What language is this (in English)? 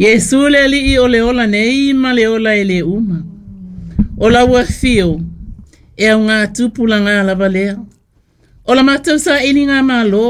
Samoan